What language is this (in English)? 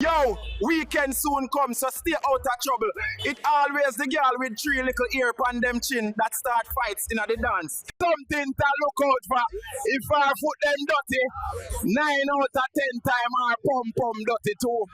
Jamaican Creole English